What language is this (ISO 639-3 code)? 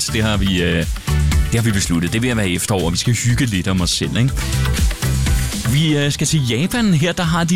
dan